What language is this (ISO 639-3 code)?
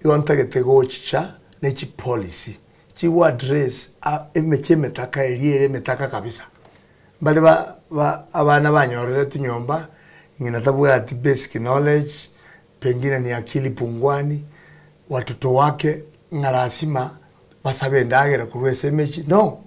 guz